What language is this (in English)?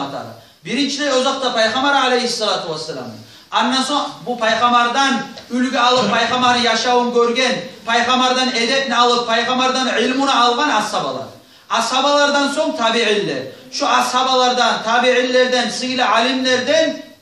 Kumyk